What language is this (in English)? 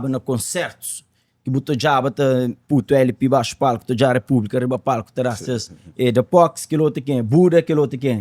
Kabuverdianu